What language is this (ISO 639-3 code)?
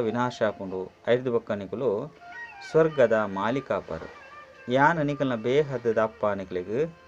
tcy